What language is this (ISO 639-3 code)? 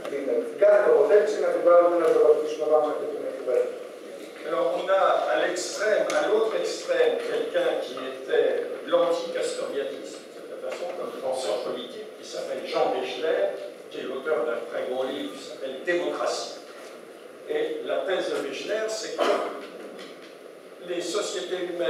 fra